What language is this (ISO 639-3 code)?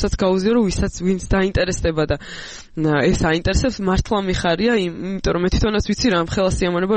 kat